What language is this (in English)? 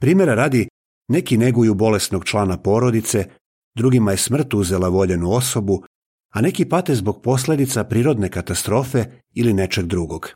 Serbian